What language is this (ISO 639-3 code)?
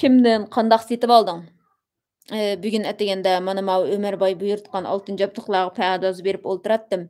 uig